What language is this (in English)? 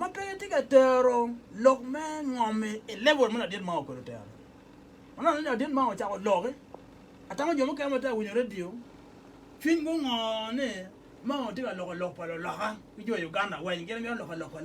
Acoli